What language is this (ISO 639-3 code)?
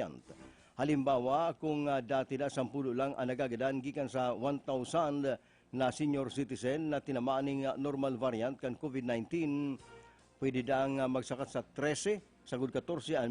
bik